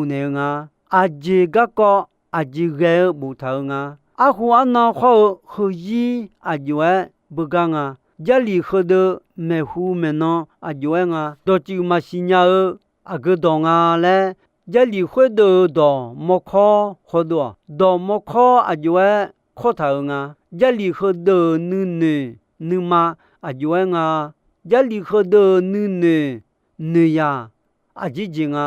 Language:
Akha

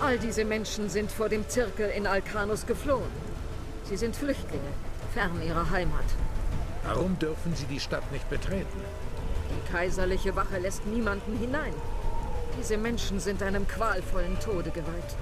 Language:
Swiss German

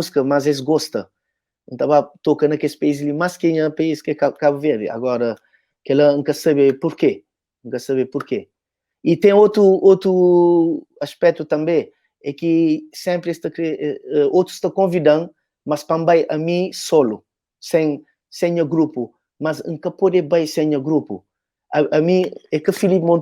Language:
Kabuverdianu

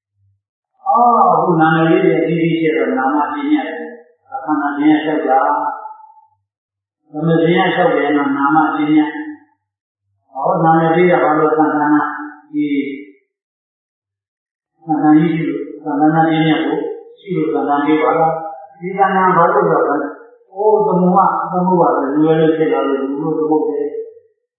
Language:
Burmese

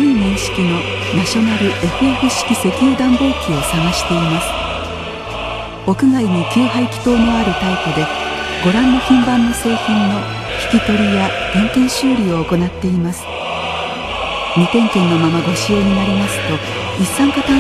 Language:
Japanese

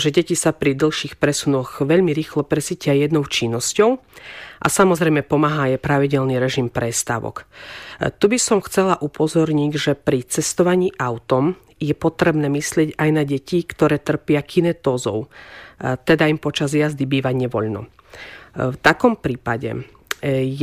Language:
Slovak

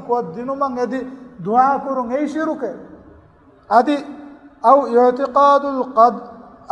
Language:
Divehi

